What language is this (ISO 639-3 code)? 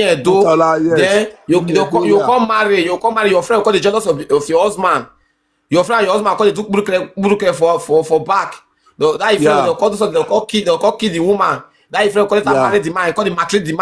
pcm